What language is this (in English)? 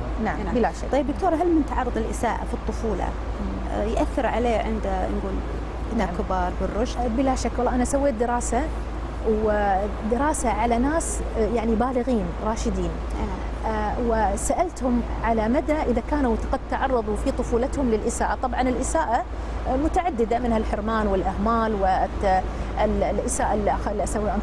Gulf Arabic